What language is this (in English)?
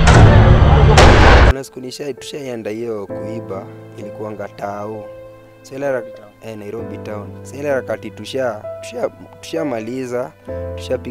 Swahili